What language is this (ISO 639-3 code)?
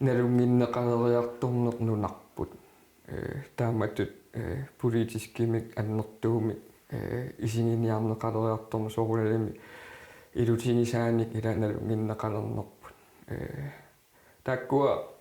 kal